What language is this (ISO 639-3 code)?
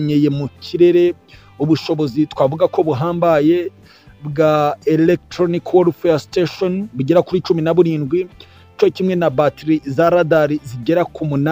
kin